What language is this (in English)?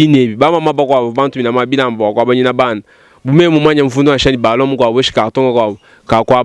Luba-Lulua